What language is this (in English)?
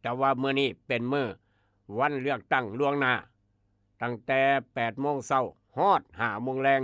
Northeastern Thai